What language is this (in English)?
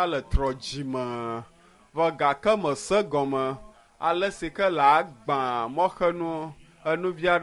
Ewe